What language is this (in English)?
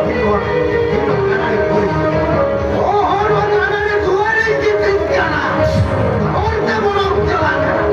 Santali